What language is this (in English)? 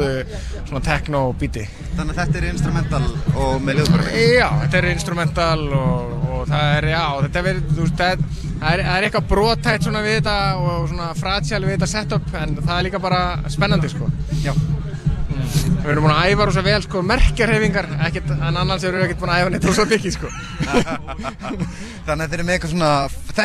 Icelandic